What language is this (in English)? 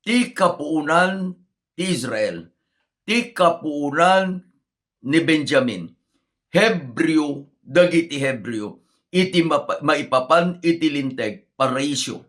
Iloko